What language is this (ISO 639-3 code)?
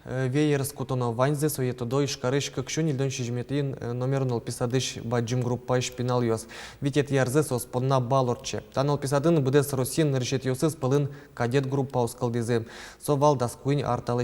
udm